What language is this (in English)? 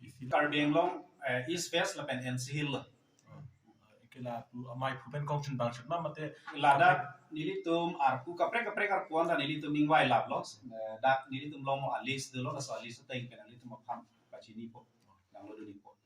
Karbi